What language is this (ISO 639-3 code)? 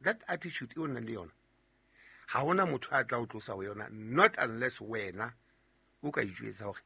sot